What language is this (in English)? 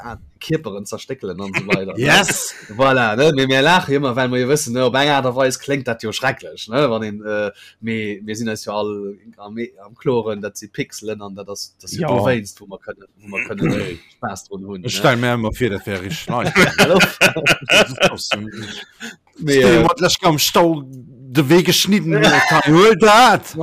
Luxembourgish